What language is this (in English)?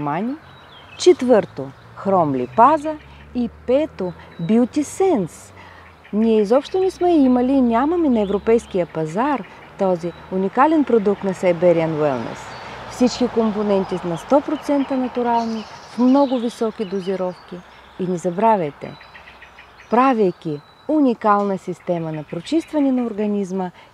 Bulgarian